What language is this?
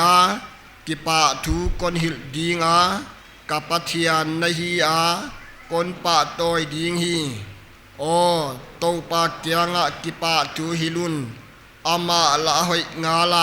Paite Chin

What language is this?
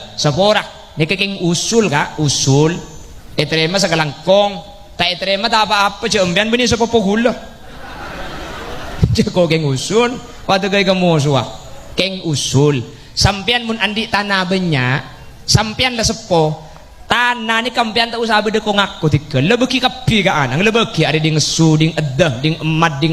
Madurese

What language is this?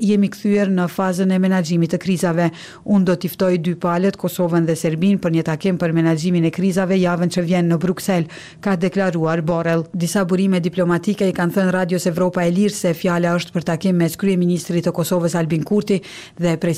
Albanian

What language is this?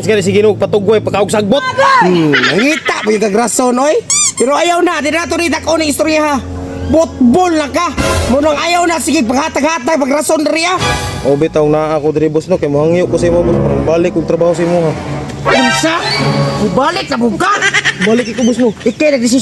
Cebuano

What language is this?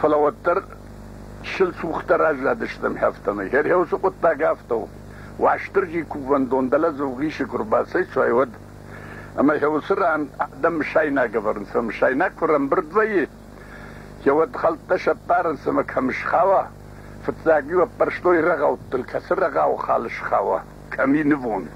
Ossetic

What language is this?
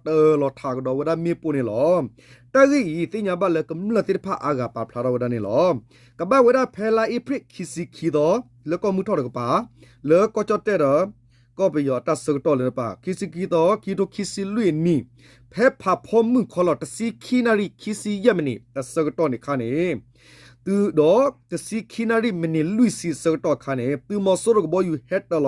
S'gaw Karen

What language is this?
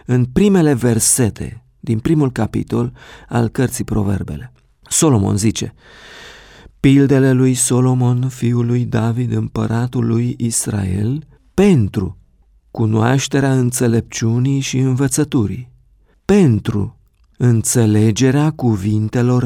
Romanian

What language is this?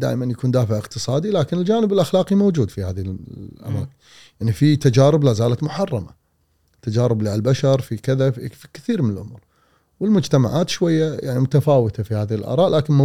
Gulf Arabic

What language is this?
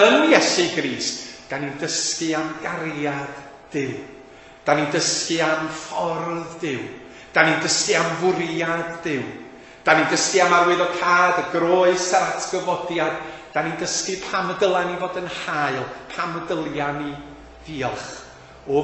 Welsh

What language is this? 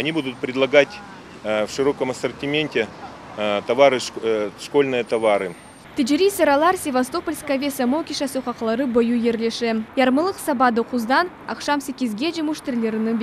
Crimean Tatar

